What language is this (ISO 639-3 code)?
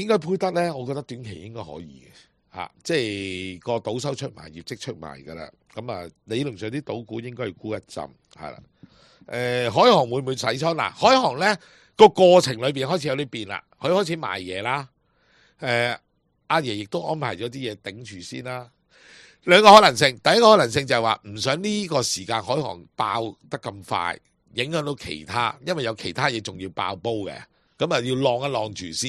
yue